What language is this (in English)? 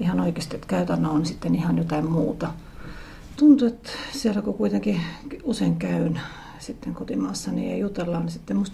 Finnish